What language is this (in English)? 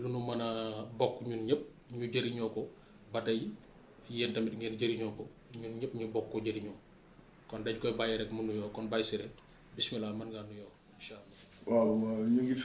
Wolof